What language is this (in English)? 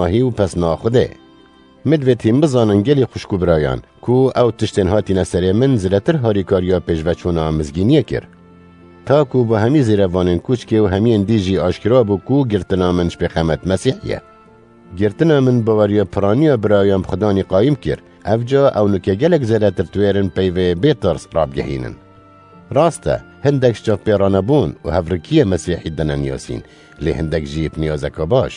Kurdish